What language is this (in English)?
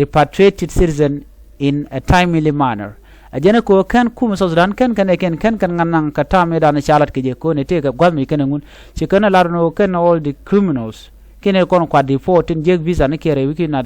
Nuer